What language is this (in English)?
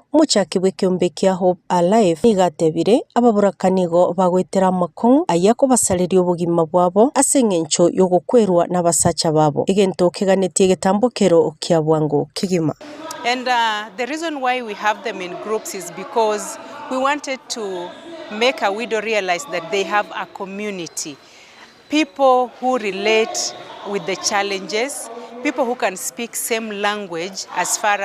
Gusii